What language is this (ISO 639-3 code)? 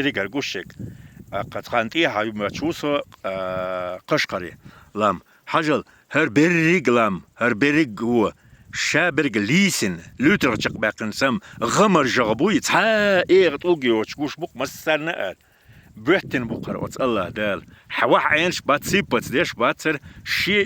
che